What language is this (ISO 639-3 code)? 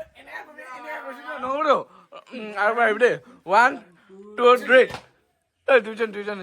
nag